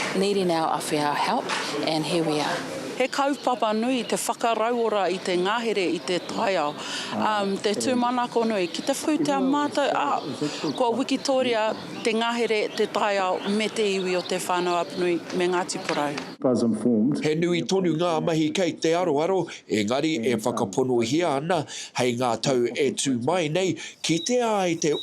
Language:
Māori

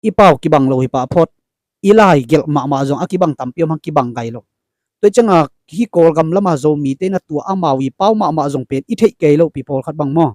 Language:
Tedim Chin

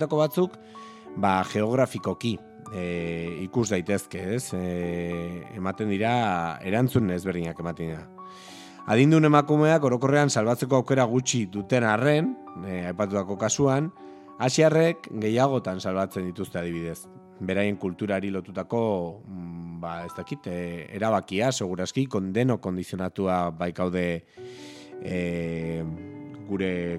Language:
Basque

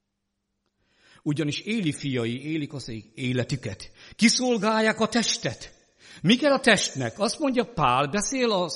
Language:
Hungarian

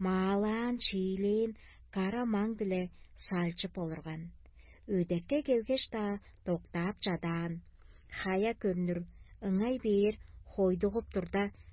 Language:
Tuvinian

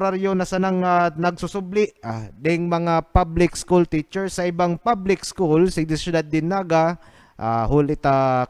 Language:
Bikol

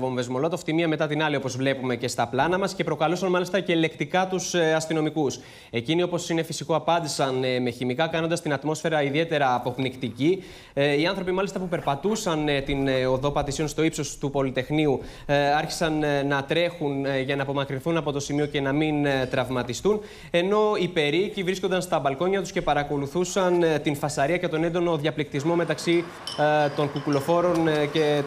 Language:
Greek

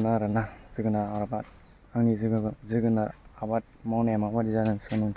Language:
Bodo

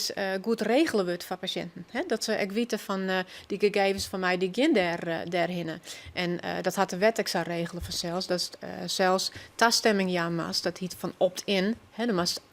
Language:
Western Frisian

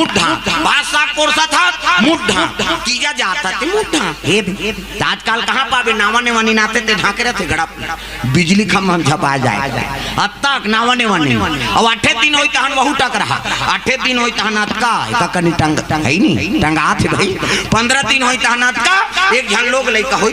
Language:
Chhattisgarhi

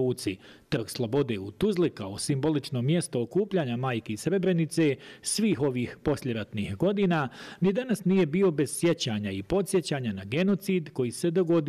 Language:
Croatian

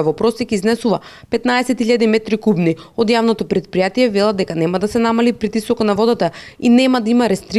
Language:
Macedonian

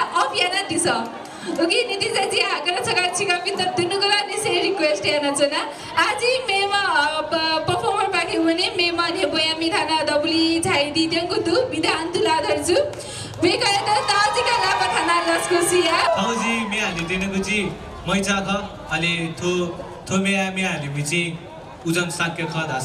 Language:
Newari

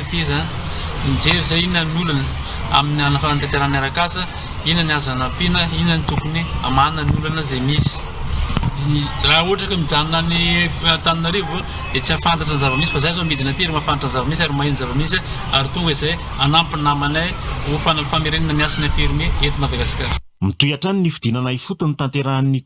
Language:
Malagasy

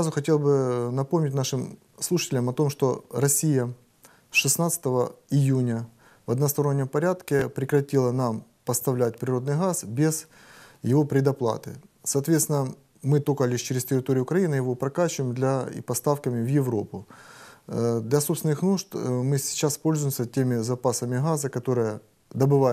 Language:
Russian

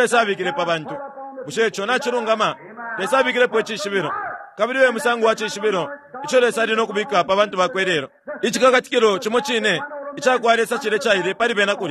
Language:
Bemba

